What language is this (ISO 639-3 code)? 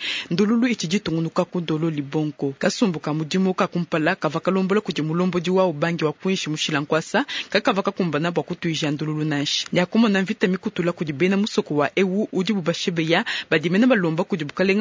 lua